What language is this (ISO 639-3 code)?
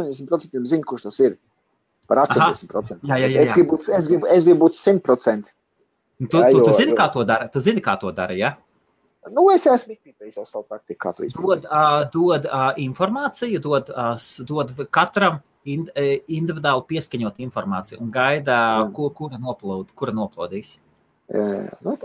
lav